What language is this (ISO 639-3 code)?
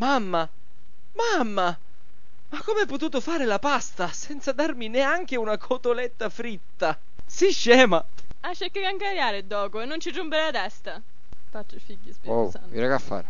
scn